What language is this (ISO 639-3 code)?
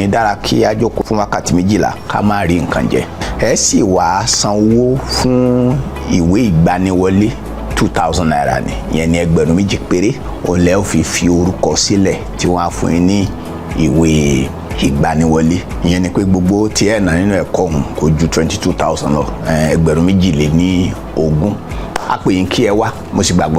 yor